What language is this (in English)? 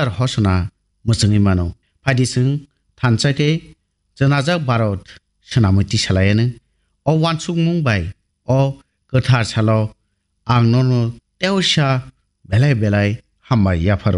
Kok Borok